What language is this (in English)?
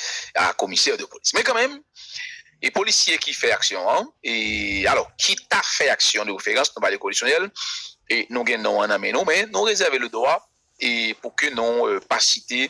Haitian Creole